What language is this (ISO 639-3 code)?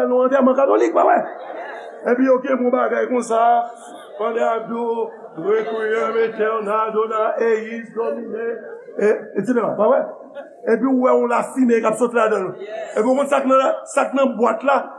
hat